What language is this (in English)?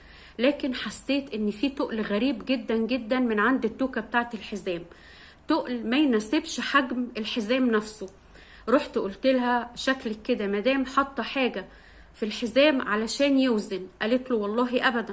Egyptian Arabic